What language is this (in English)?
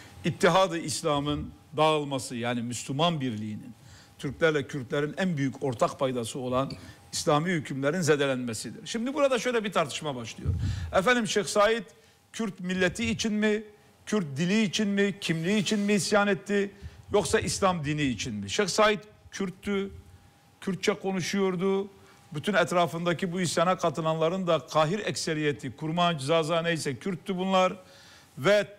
Turkish